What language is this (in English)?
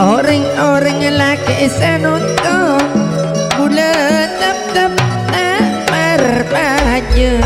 Madurese